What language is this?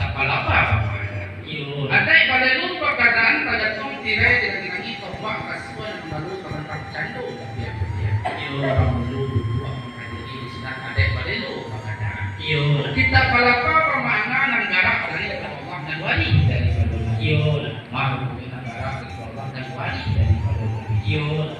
Minangkabau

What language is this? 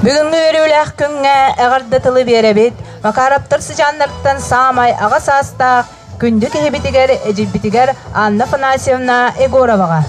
Yakut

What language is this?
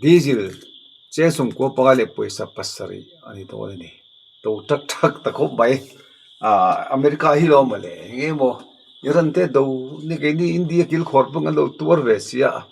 Mizo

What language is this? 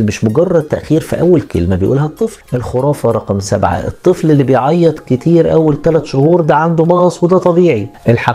Egyptian Arabic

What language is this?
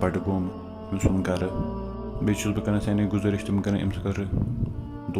Kashmiri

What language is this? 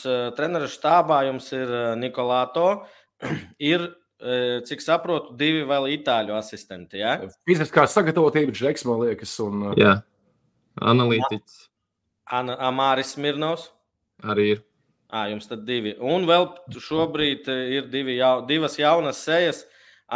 Latvian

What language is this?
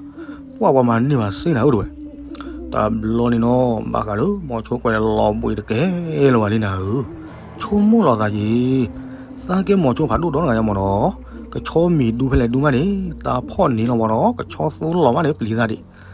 S'gaw Karen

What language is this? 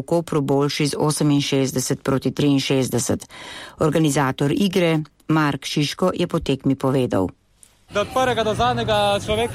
Slovenian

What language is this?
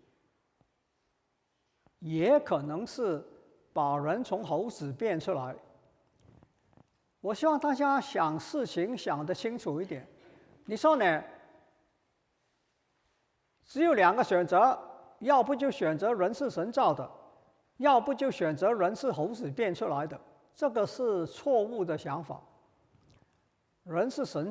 Chinese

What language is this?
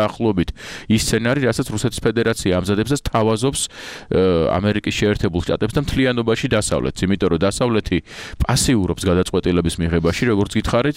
Georgian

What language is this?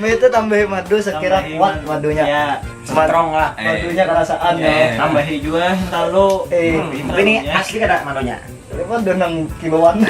Banjar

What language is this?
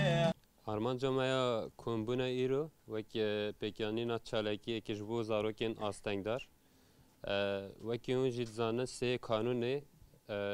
Kurdish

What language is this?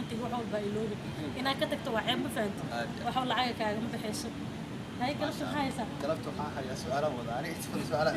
Somali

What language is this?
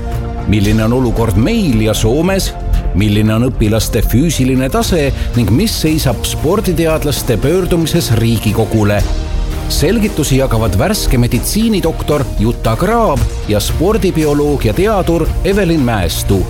Estonian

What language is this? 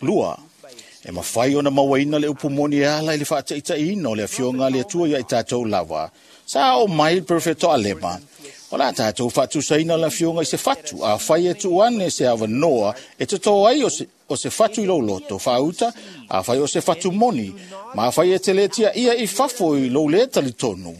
Samoan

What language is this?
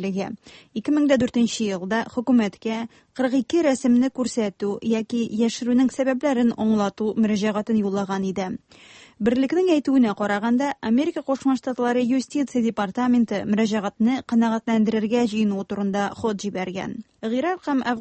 Tatar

